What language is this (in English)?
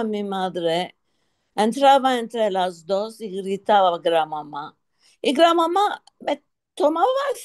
Ladino